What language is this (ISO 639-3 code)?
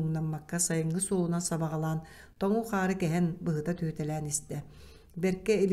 sah